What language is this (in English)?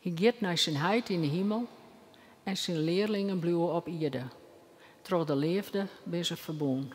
Western Frisian